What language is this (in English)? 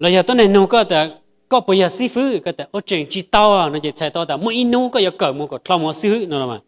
Hmong